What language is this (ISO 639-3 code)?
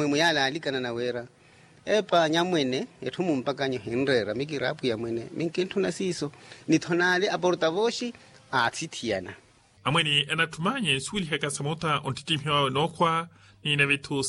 vmw